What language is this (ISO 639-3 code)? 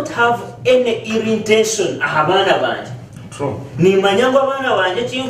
nyn